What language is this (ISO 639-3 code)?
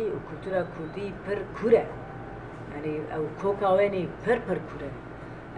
kur